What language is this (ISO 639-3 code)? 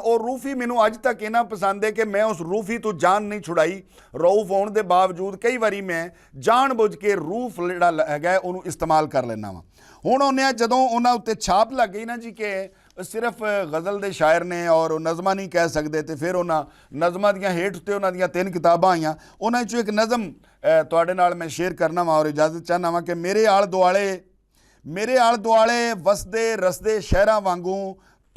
lah